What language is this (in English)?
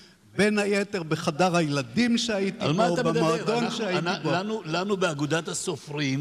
Hebrew